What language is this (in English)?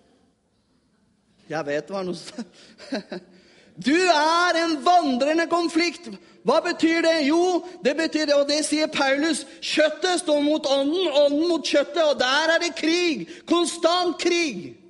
Norwegian